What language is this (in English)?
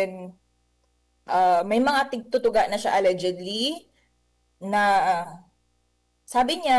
Bikol